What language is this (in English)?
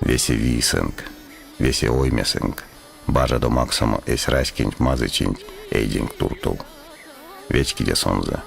Erzya